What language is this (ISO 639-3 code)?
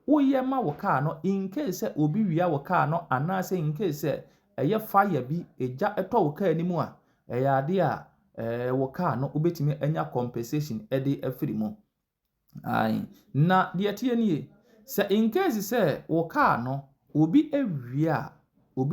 aka